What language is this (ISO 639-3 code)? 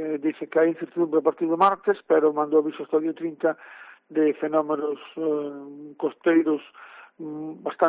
glg